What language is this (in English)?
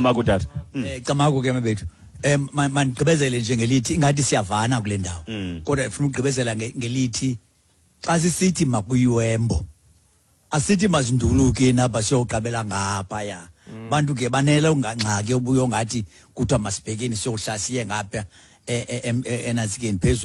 Xhosa